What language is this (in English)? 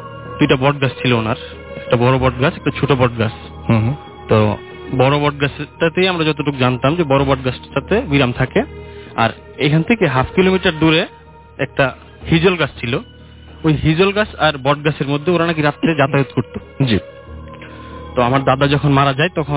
Bangla